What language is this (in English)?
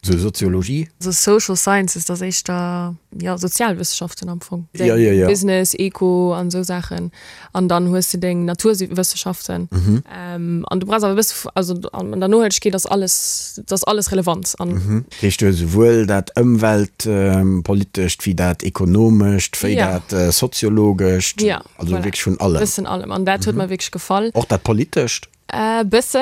Luxembourgish